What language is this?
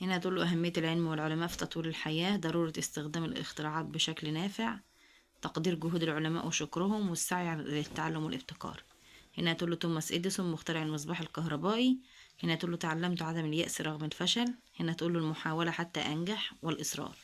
Egyptian Arabic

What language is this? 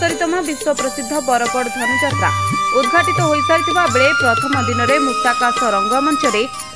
Odia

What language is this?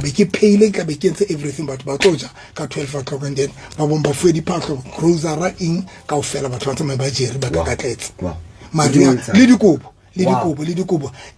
Southern Sotho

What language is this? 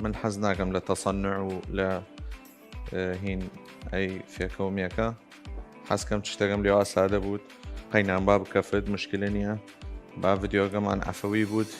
Southern Kurdish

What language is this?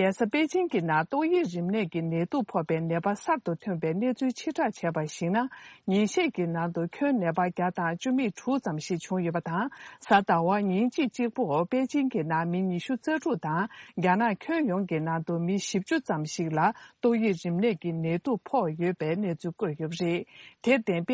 Tibetan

